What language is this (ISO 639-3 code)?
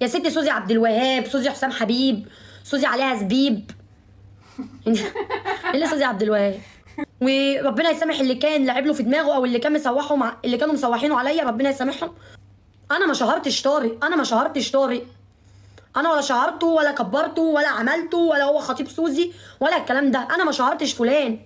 arz